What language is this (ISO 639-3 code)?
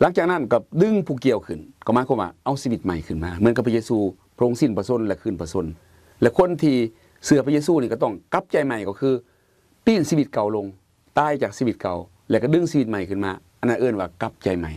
lao